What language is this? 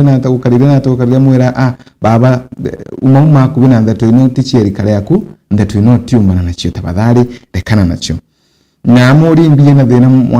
Meru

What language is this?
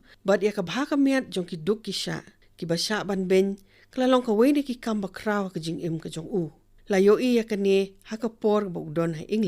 Khasi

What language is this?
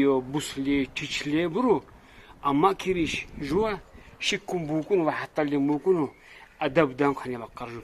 Lak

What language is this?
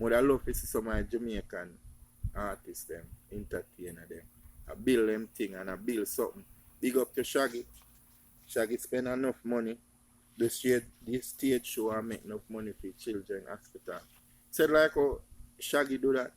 Jamaican Creole English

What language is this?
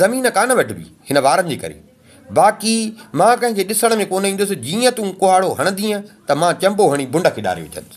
Sindhi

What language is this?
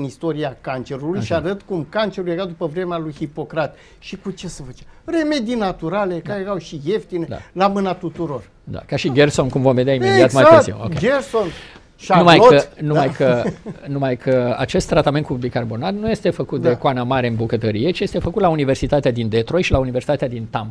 Romanian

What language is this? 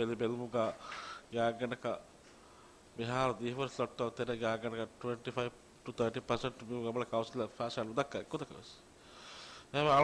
Divehi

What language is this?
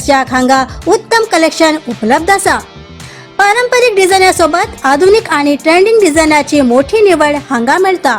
Konkani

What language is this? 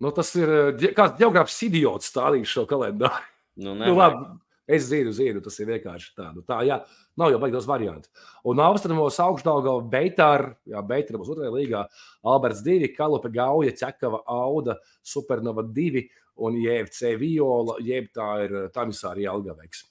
Latvian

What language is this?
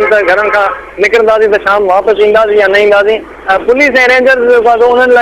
Sindhi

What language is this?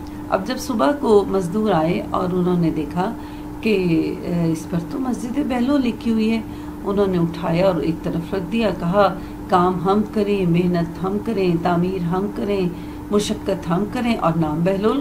Urdu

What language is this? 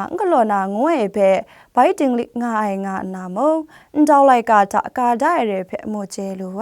Kachin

